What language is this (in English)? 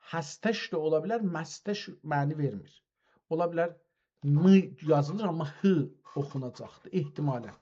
South Azerbaijani